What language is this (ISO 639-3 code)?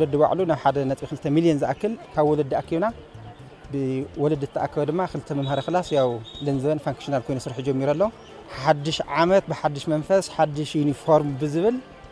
tir